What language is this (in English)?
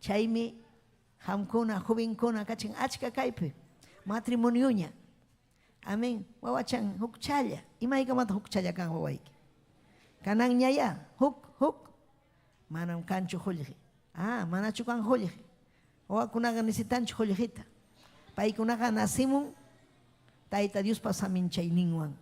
Ayacucho Quechua